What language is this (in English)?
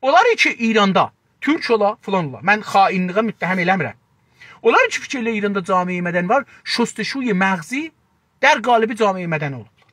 South Azerbaijani